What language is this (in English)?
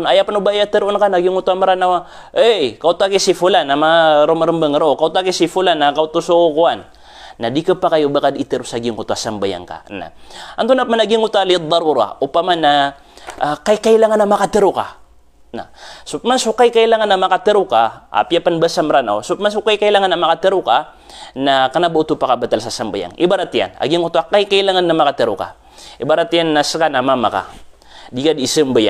Maranao